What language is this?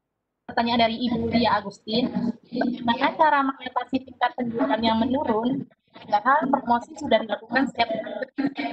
Indonesian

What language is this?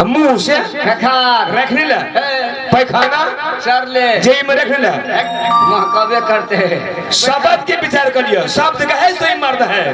Maithili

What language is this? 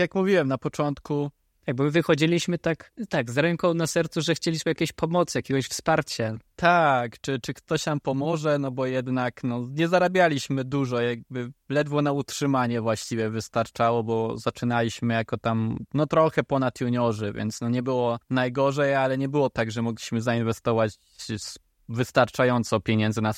Polish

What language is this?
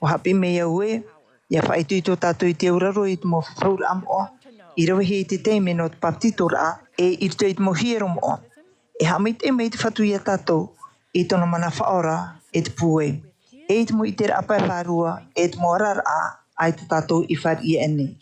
Tahitian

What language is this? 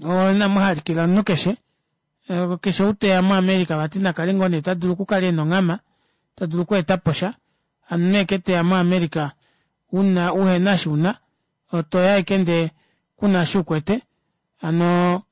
Kuanyama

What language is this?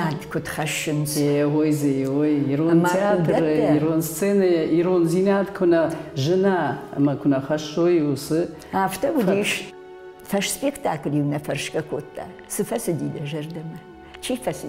Ossetic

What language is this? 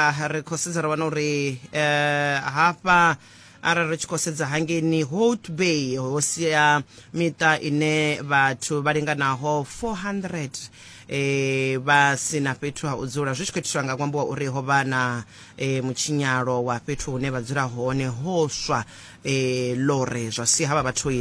Venda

